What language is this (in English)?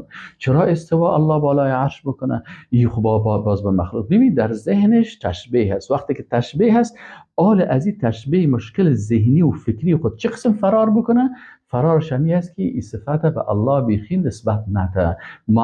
Persian